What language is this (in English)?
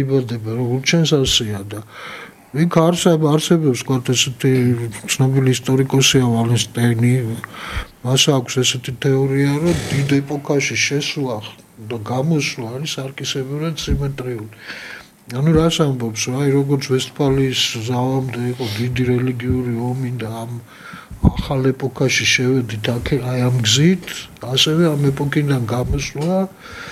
Georgian